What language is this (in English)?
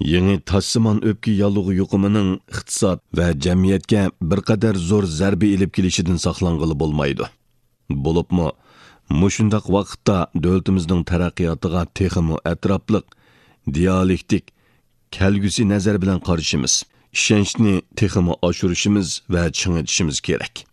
Uyghur